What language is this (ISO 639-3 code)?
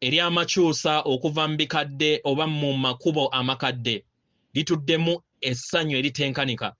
lug